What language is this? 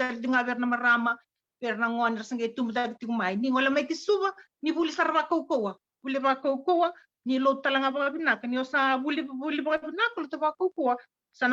Fijian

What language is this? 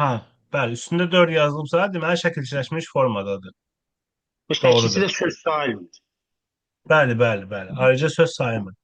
Azerbaijani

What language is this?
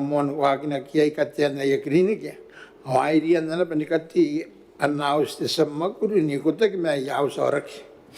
Gilbertese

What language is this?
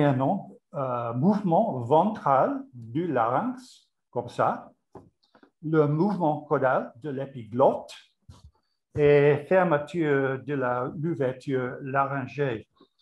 French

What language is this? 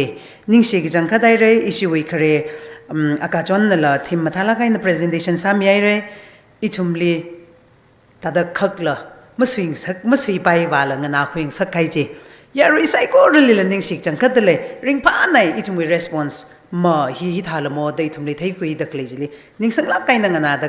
Tangkhul Naga (India)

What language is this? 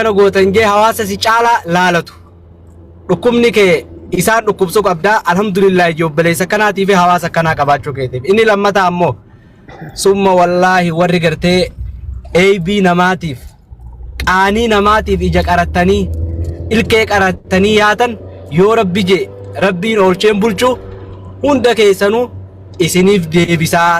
Oromo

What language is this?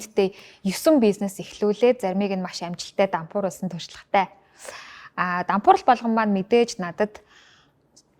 Mongolian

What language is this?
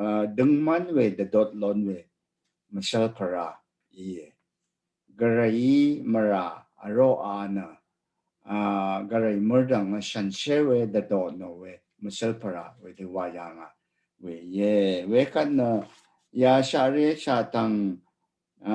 Rawang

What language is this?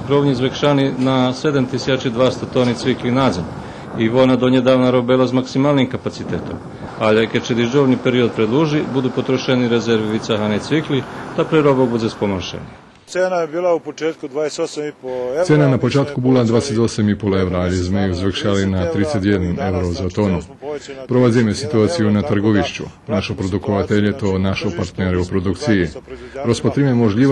Rusyn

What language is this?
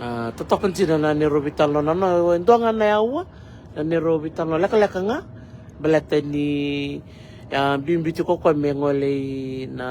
Fijian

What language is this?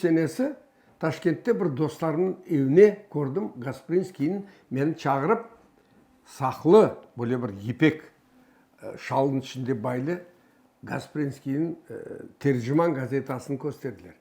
Crimean Tatar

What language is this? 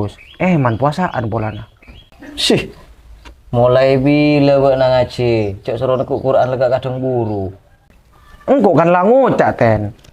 Madurese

